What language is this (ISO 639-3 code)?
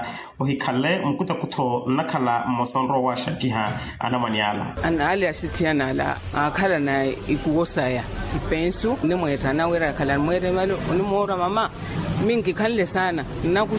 vmw